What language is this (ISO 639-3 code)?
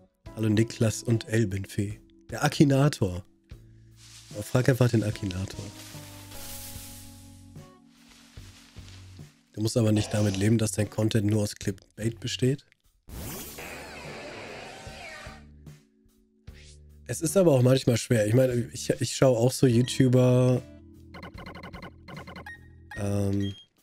deu